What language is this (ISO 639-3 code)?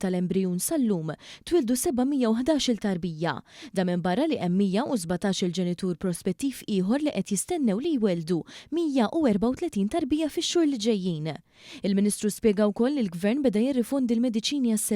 mlt